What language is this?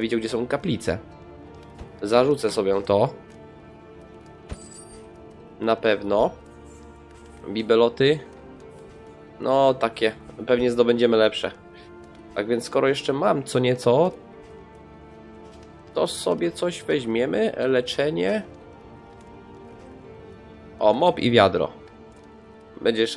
Polish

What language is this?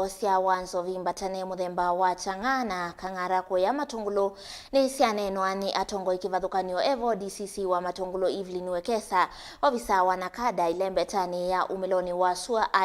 Kamba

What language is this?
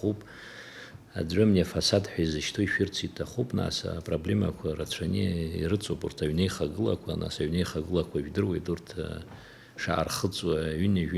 Abkhazian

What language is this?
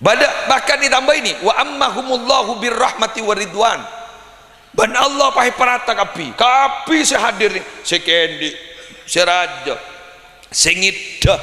Madurese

